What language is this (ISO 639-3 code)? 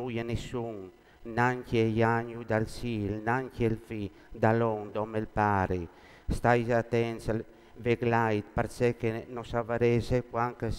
fur